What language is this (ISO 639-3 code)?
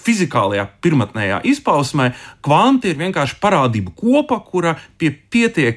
lav